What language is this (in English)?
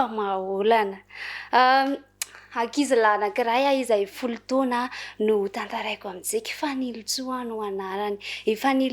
Malagasy